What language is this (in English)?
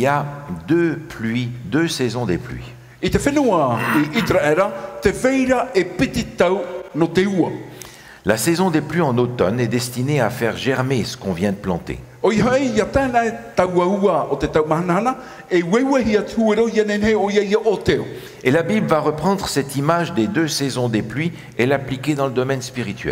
Tahitian